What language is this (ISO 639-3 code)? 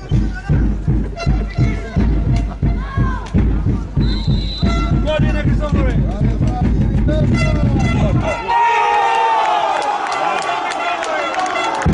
ell